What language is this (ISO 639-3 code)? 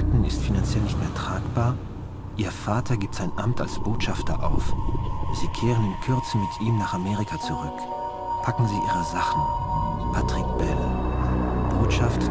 bar